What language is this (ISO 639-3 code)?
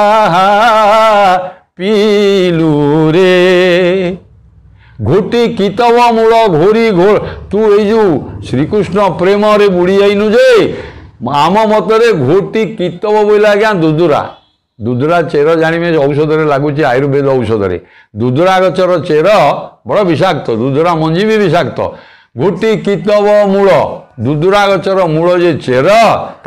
ori